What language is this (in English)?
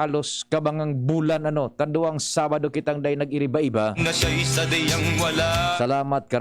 Bikol